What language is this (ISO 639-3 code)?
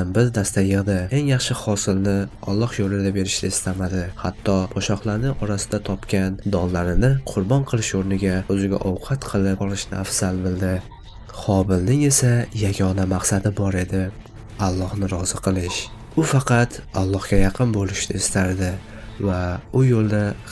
uzb